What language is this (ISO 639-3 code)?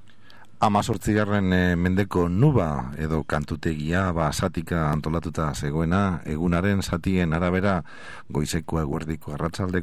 eus